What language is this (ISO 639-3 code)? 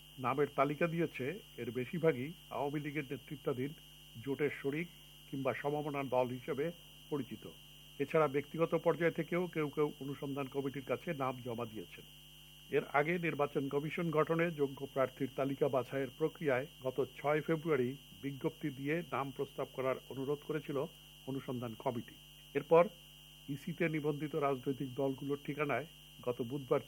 ben